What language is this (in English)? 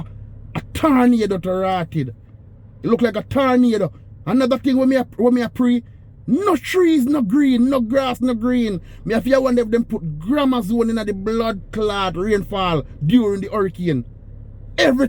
Jamaican Creole English